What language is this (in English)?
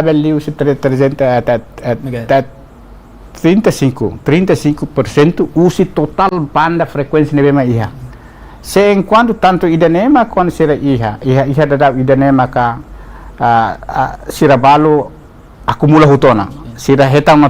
Tetum